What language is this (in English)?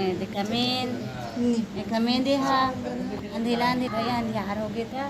Chhattisgarhi